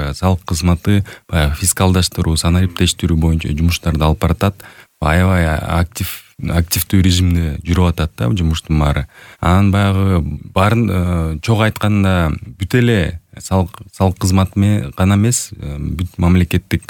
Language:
Kyrgyz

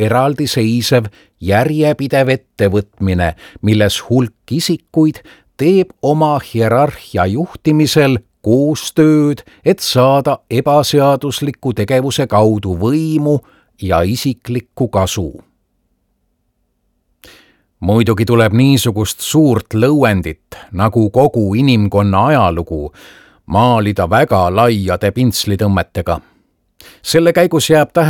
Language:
Estonian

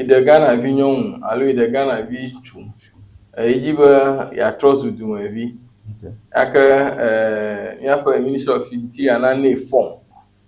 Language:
Ewe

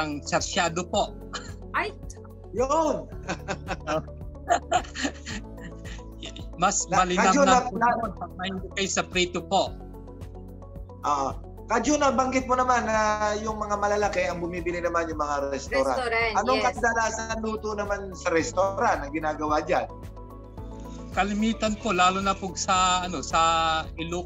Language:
Filipino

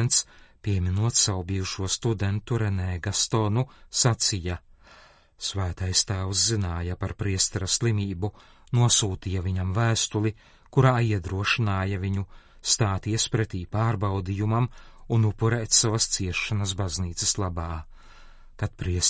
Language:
Latvian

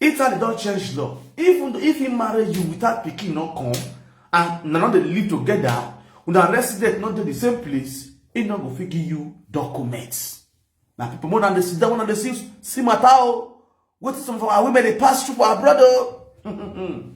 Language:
Nigerian Pidgin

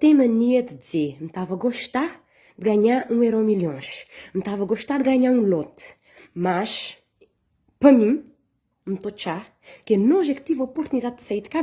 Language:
Kabuverdianu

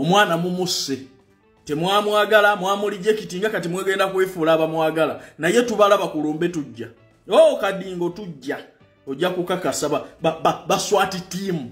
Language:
Ganda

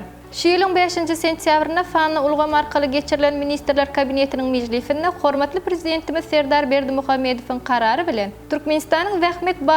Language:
Turkmen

